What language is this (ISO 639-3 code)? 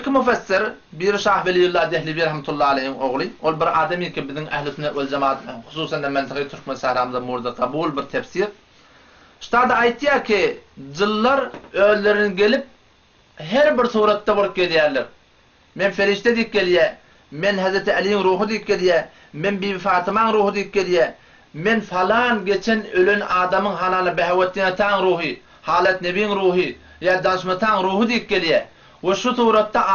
tuk